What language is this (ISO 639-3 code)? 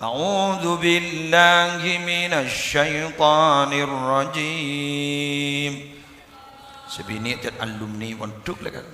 mad